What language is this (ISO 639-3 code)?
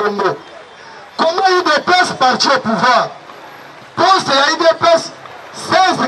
lin